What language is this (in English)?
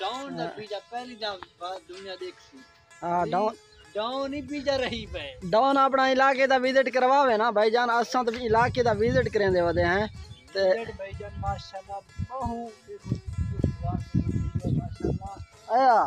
Saraiki